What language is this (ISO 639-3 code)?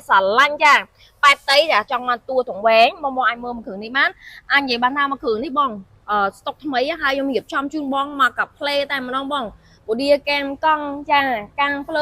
khm